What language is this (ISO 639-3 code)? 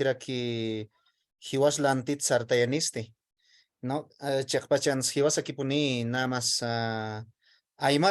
aym